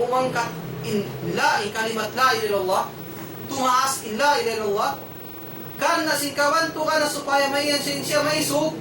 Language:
Tausug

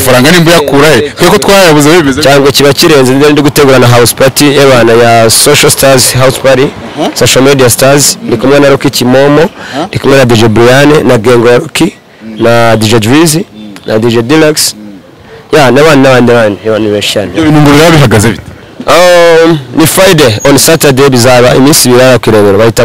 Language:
Kinyarwanda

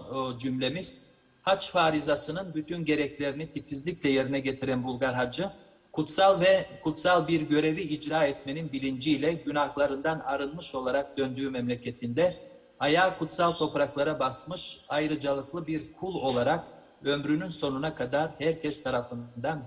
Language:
Turkish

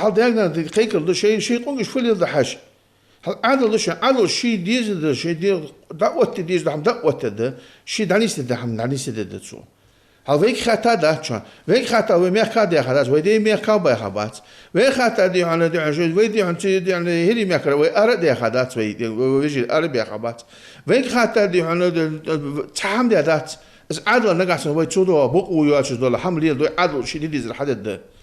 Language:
Ingush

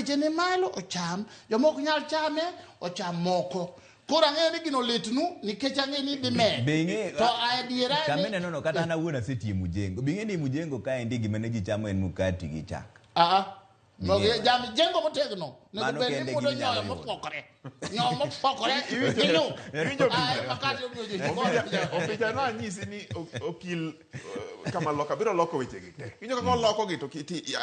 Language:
Luo (Kenya and Tanzania)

